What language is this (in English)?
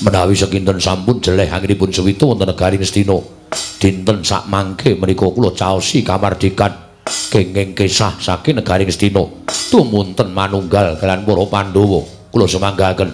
Javanese